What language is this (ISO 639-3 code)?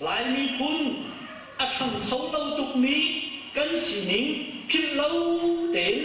cnh